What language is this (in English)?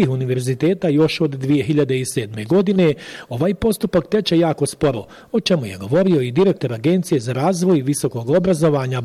Bosnian